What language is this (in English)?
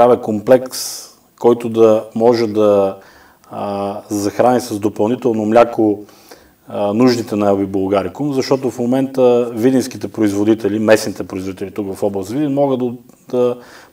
Bulgarian